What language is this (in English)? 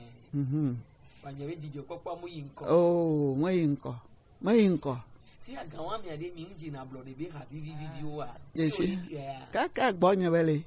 Gen